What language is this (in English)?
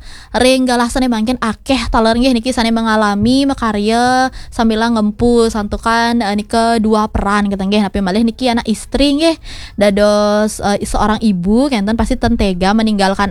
Balinese